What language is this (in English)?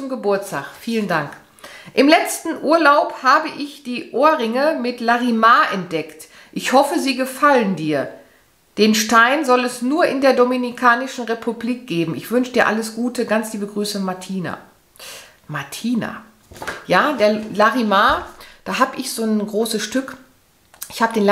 German